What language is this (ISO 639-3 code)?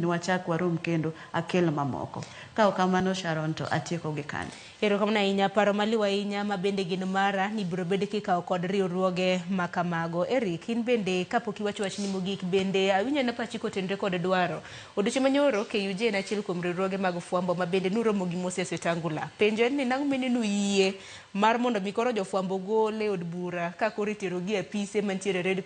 luo